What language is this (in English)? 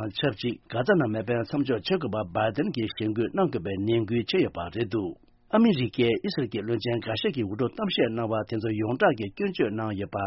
Tibetan